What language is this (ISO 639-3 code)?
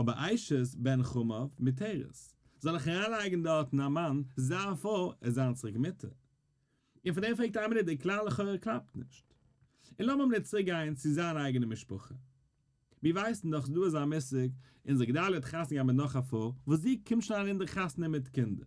yid